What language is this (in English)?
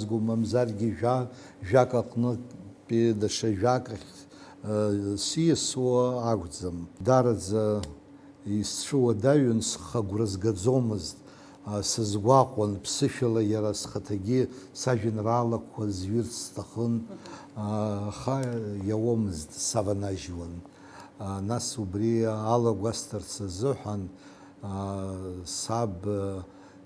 Abkhazian